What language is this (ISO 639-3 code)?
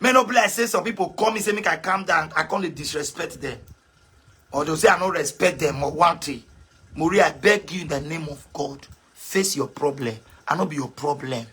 pcm